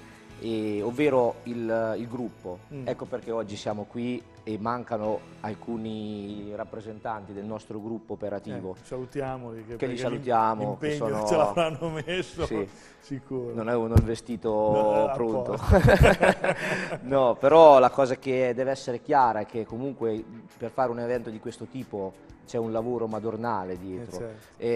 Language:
Italian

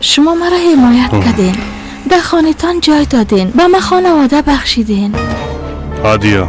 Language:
Persian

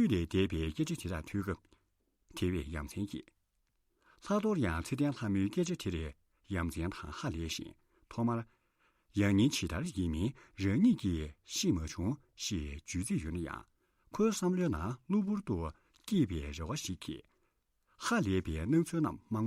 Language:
Tibetan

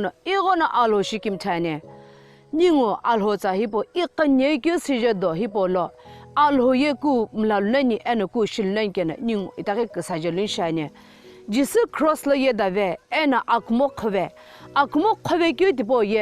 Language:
Sumi Naga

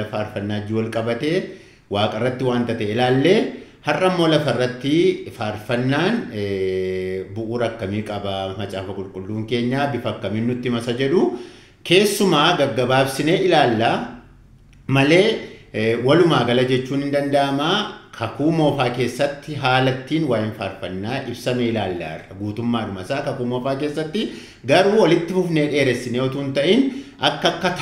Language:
Oromo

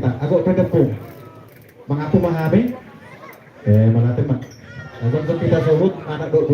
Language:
Batak Toba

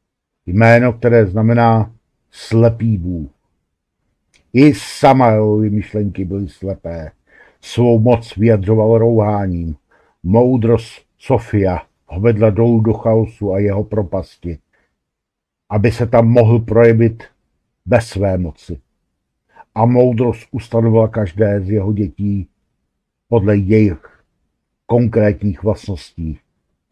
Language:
Czech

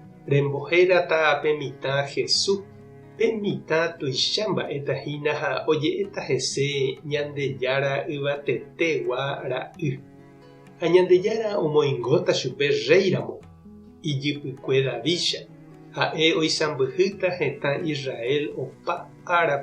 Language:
Guarani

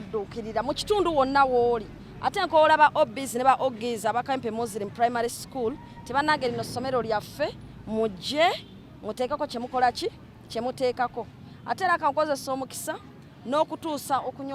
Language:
Ganda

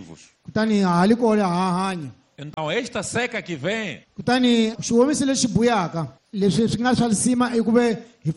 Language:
Tsonga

